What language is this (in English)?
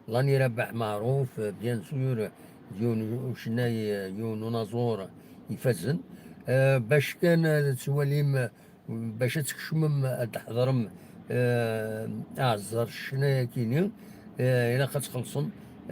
Kabyle